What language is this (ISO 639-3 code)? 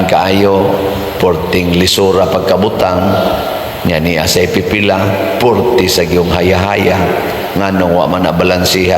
ceb